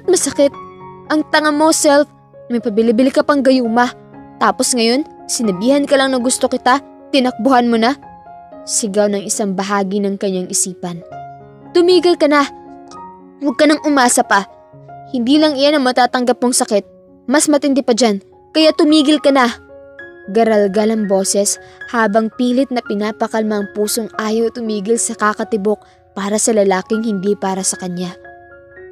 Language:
Filipino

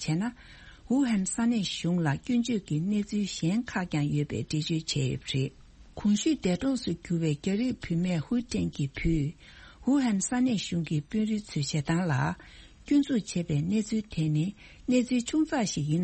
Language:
Tibetan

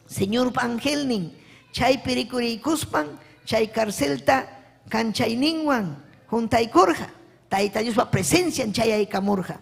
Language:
Ayacucho Quechua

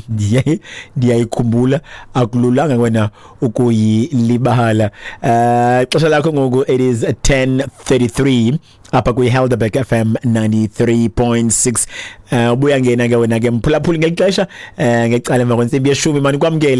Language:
Xhosa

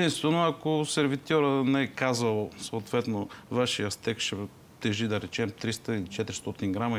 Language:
Bulgarian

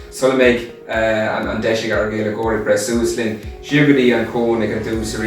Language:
Irish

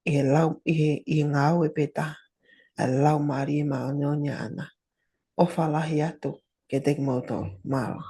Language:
Tongan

